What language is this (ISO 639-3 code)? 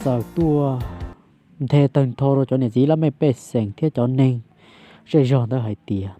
hmn